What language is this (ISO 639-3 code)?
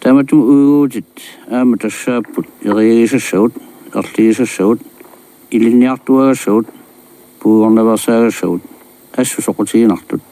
kal